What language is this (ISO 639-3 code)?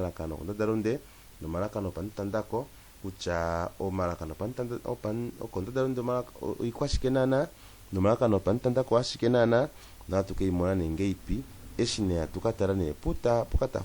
kua